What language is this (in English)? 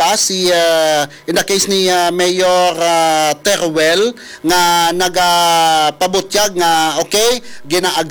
Hiligaynon